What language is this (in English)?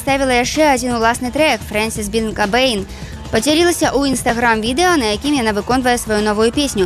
Belarusian